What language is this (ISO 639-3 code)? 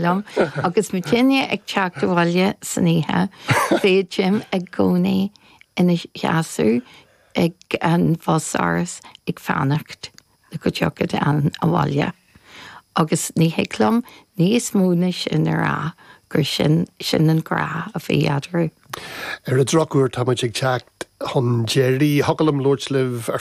gle